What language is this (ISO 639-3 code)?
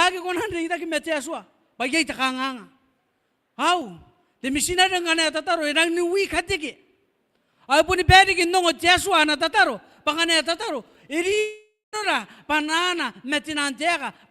gil